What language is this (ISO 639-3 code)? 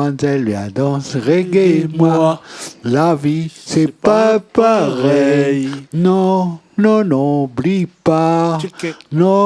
rcf